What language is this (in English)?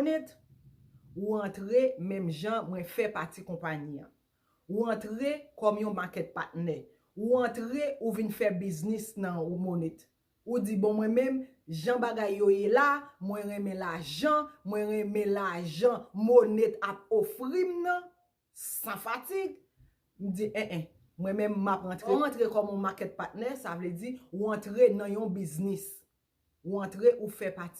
Haitian Creole